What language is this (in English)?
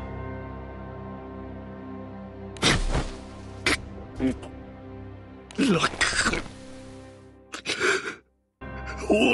Japanese